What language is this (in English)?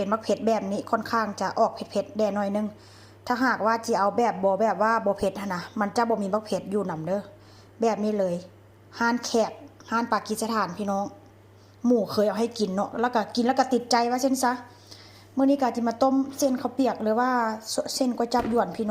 Northeastern Thai